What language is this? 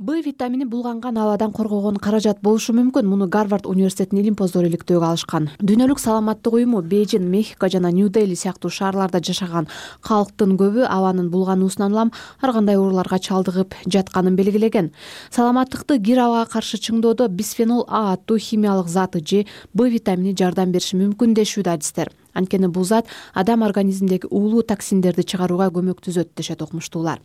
Kyrgyz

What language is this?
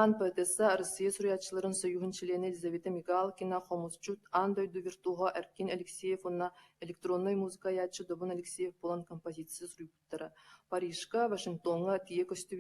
Yakut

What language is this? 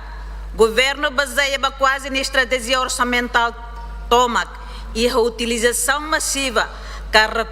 Tetum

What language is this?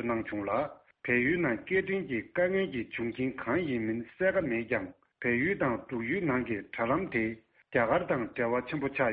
Tibetan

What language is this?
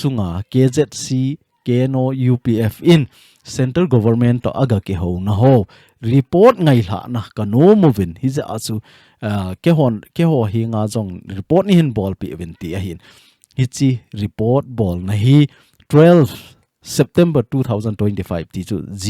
Thado Chin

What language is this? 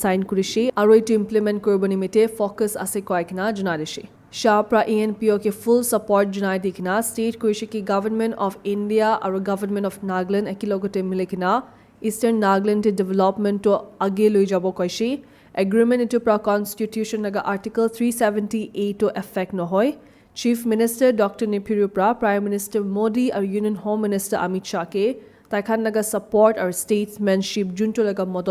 Naga Pidgin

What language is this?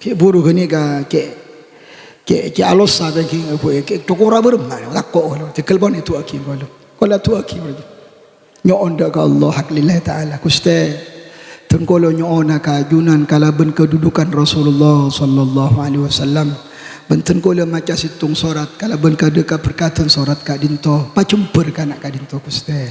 Madurese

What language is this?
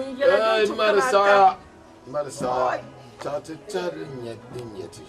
Dagbani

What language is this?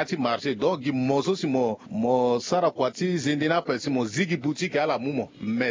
Sango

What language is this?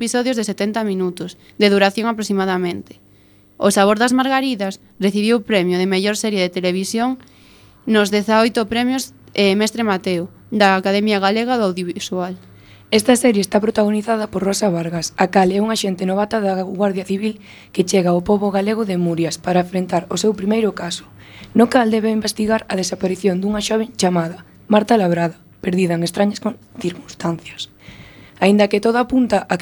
Galician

